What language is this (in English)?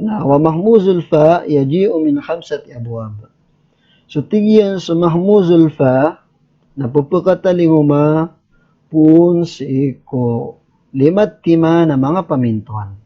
Maranao